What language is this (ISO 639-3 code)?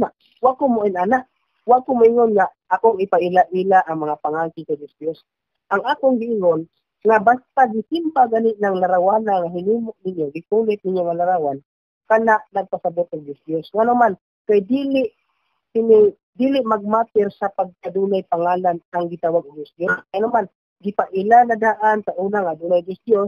ceb